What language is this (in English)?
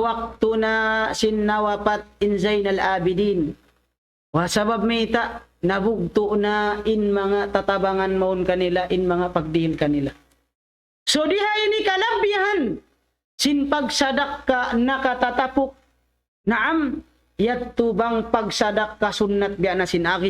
Tausug